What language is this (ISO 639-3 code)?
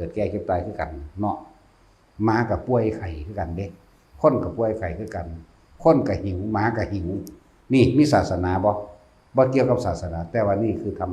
lao